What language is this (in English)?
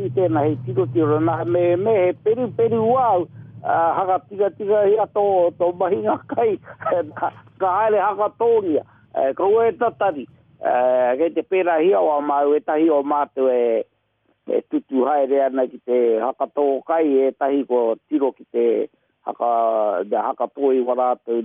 Māori